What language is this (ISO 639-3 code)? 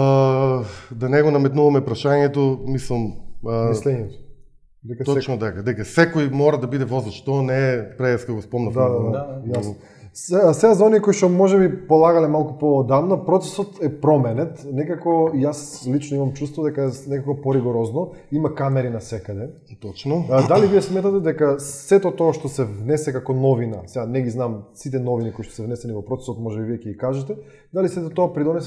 mkd